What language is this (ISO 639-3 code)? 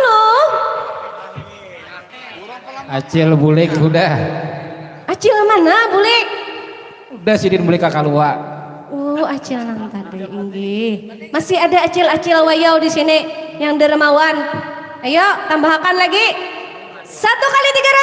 bjn